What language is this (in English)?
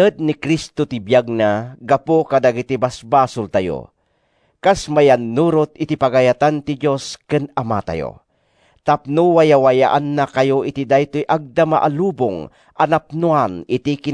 Iloko